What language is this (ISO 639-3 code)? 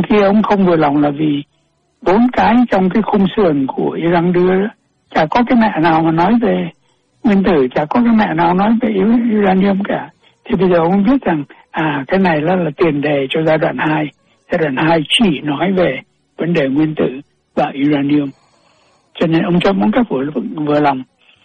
vie